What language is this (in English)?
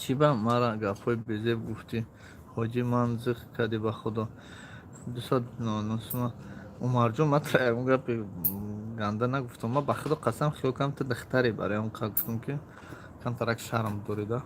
Tajik